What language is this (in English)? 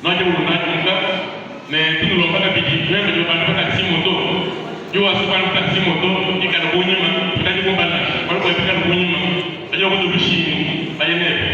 Luba-Lulua